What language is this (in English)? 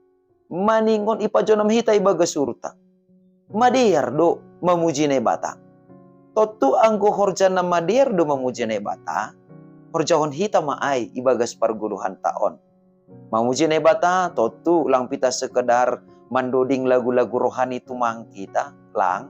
Batak Simalungun